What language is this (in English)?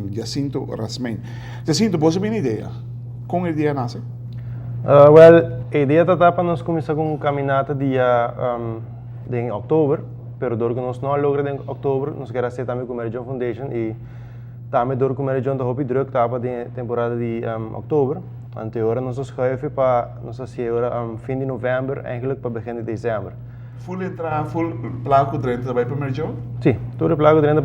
Papiamento